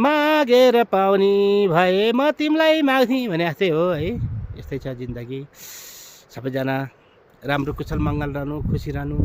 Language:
Nepali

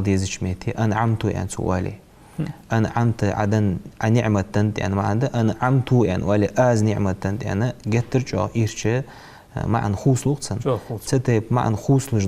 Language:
Ingush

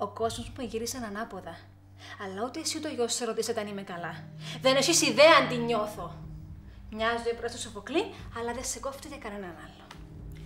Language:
Greek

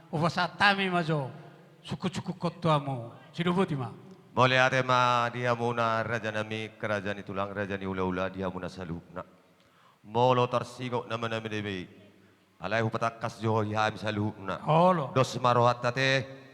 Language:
Batak Toba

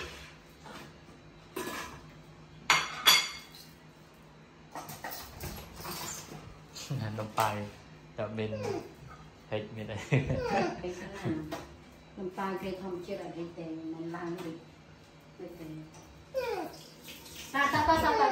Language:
Vietnamese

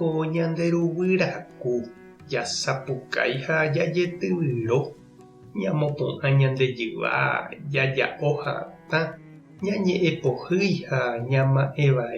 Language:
Guarani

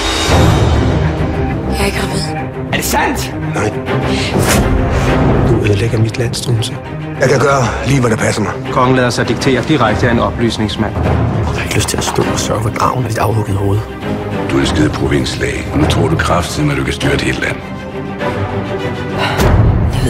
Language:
Danish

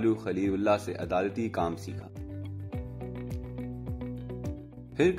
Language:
Urdu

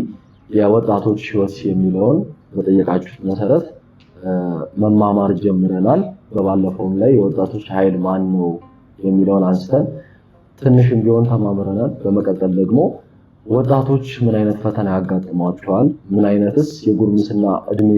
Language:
Amharic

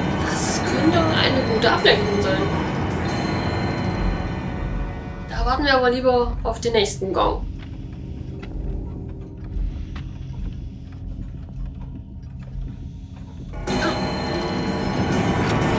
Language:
German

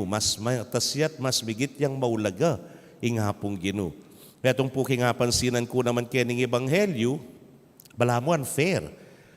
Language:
Pampanga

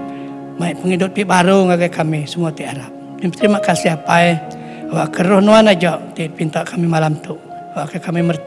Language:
Iban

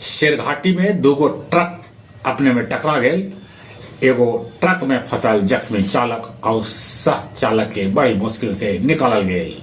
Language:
Magahi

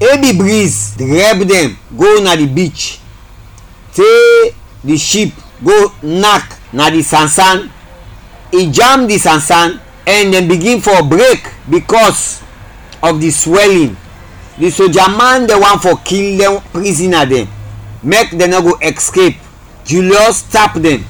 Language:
Krio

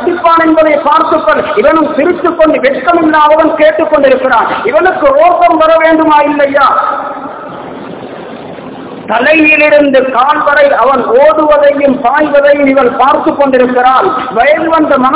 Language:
Tamil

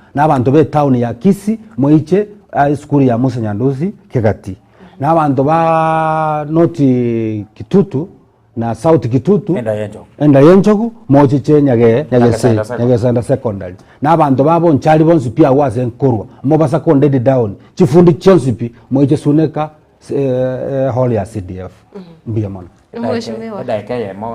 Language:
Gusii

